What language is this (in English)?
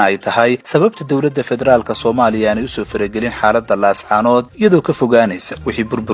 Somali